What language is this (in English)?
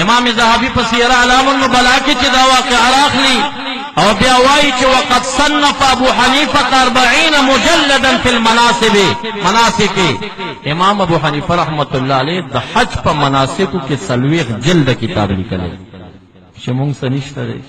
Pashto